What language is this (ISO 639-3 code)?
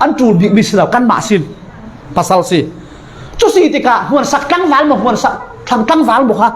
cfm